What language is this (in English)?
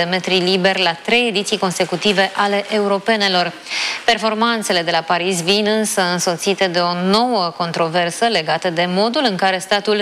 Romanian